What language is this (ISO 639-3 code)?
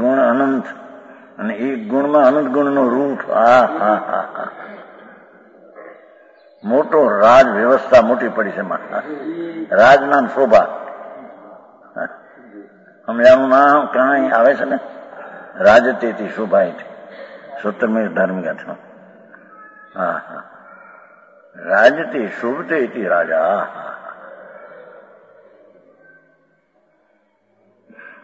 guj